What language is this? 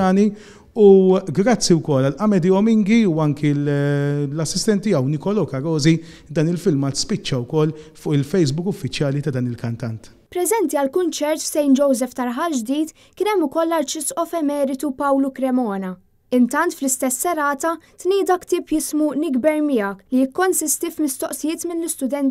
Maltese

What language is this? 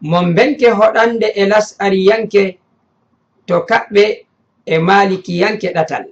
Fula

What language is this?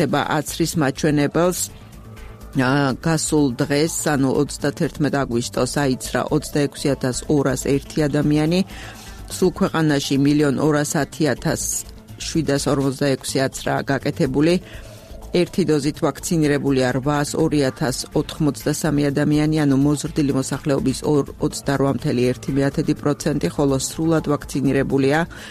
Georgian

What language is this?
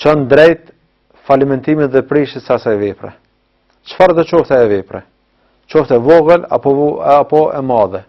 Albanian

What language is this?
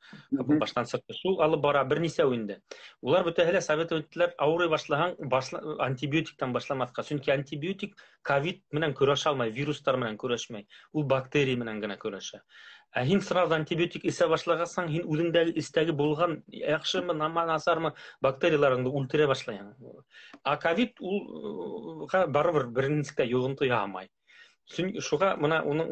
Bashkir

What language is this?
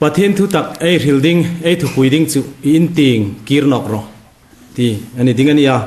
Hmar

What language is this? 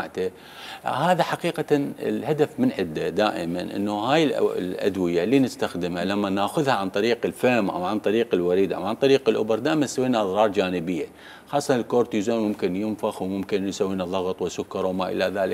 Mesopotamian Arabic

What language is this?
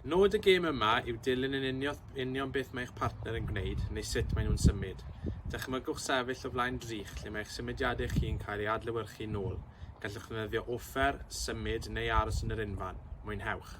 Welsh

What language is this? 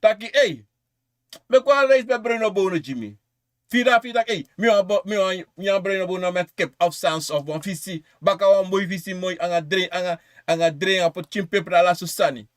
Sranan Tongo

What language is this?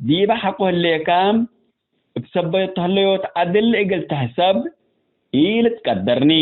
Tigre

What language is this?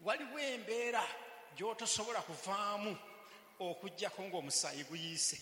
Ganda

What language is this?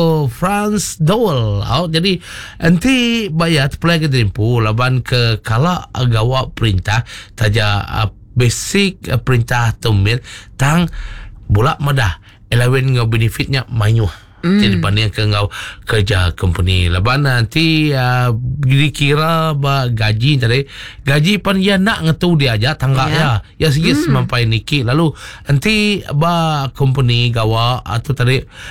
Iban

